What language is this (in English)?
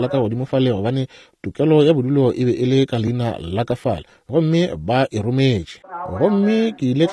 Northern Sotho